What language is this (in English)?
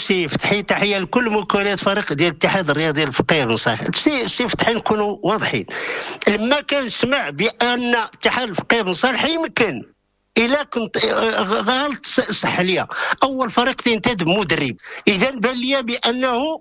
Moroccan Arabic